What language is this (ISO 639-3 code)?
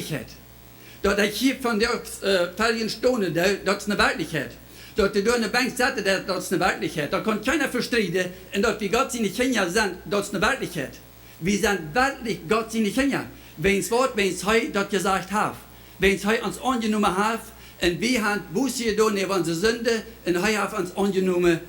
pdt